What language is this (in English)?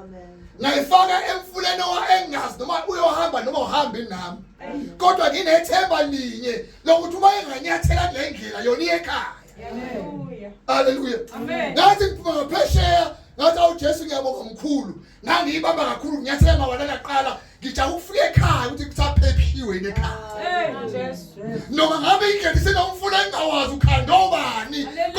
Zulu